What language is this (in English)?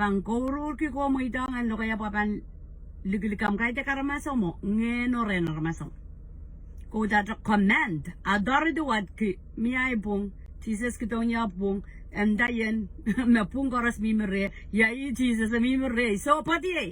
Pohnpeian